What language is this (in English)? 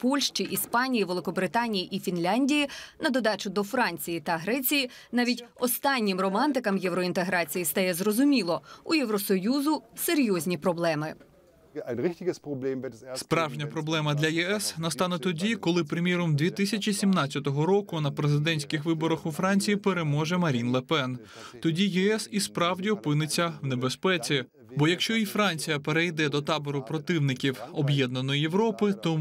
Ukrainian